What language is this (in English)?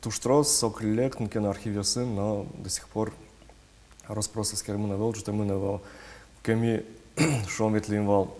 Udmurt